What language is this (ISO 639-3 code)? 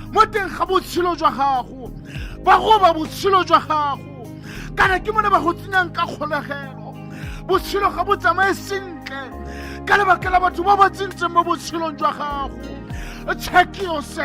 tsn